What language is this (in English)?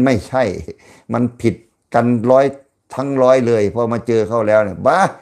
Lao